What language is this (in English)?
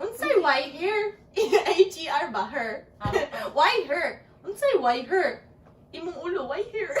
Cebuano